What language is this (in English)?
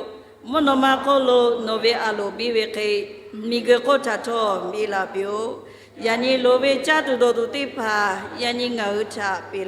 Lahu